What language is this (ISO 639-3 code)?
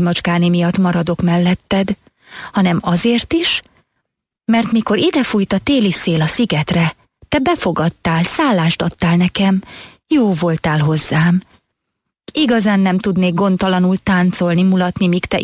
hun